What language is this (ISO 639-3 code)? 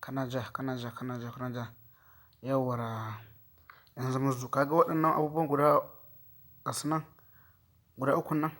hau